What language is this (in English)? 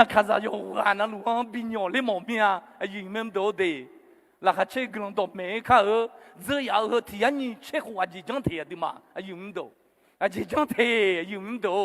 Akha